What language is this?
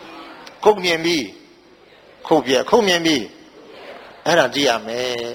Burmese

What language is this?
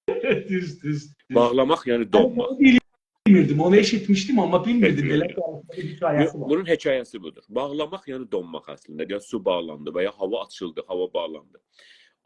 South Azerbaijani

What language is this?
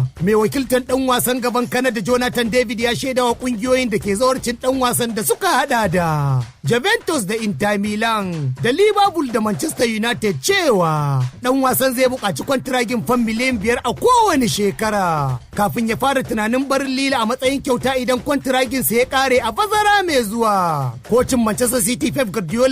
Hausa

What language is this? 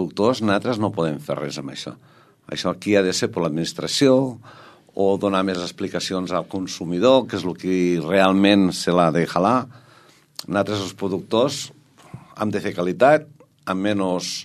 Catalan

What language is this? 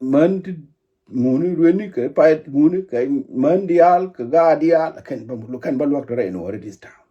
Nuer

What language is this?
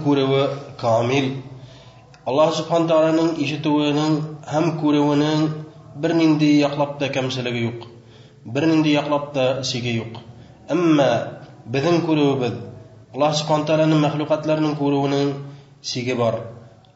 Bashkir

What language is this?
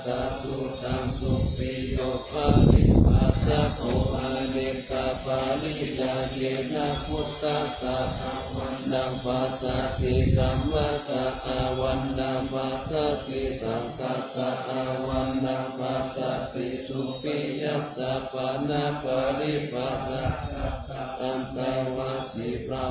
Pali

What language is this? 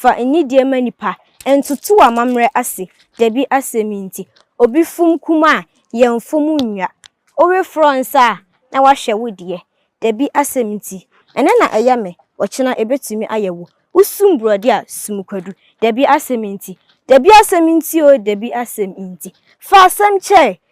Akan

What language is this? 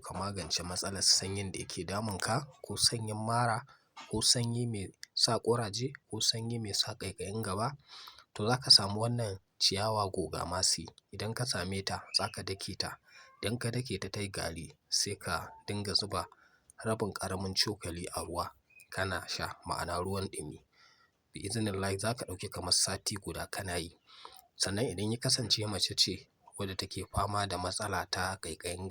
Hausa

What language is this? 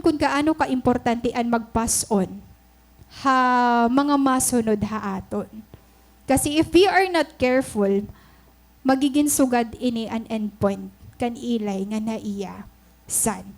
Waray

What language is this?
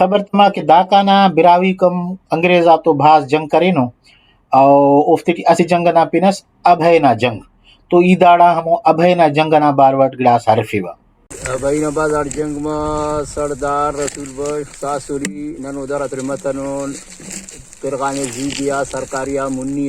Brahui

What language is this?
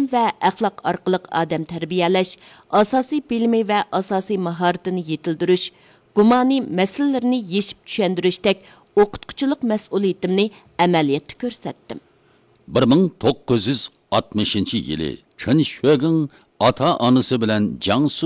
Uyghur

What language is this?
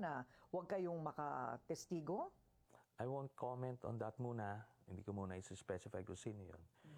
Filipino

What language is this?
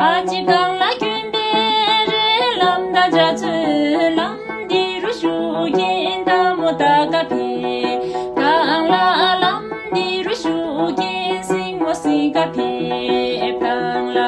Tibetan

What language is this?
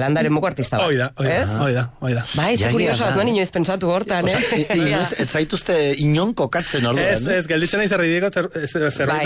Basque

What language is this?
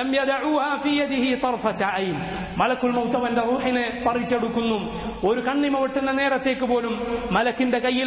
Malayalam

